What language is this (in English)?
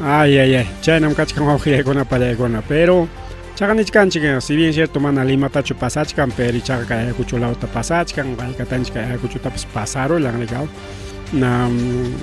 Ayacucho Quechua